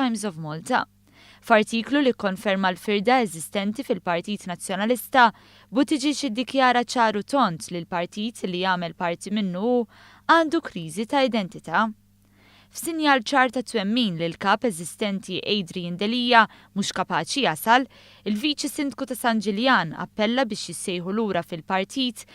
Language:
Maltese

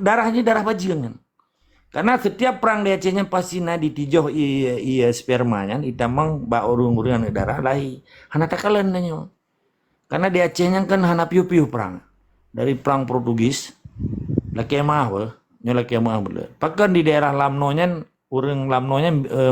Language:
Achinese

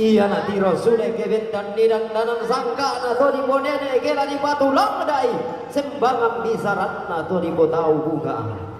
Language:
Toraja-Sa'dan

